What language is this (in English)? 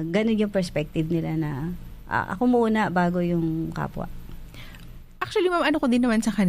Filipino